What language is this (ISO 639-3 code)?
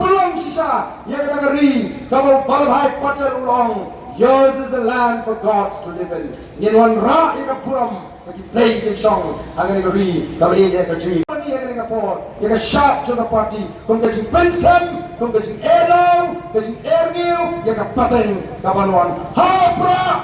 kha